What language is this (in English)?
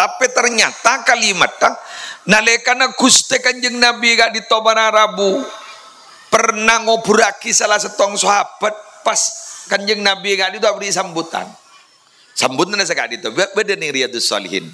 Madurese